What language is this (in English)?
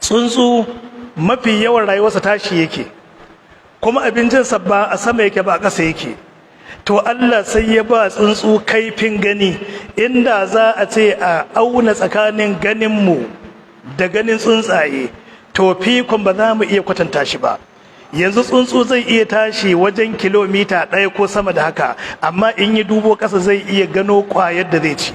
Hausa